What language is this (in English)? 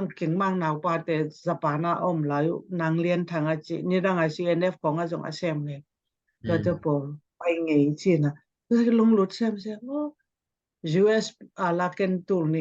Tedim Chin